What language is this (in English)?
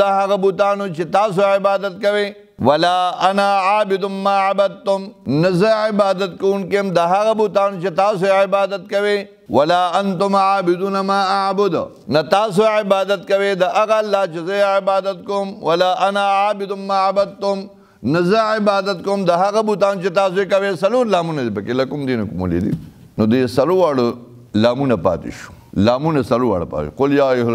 Pashto